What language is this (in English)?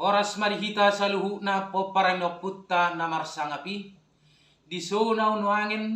Batak Toba